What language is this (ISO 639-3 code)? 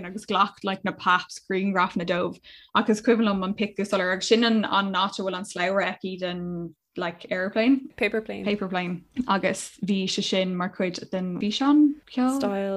gle